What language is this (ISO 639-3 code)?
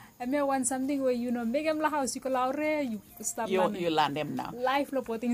bis